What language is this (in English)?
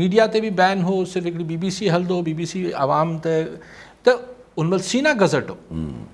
Sindhi